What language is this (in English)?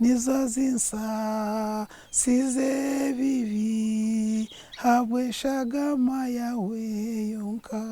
Nyankole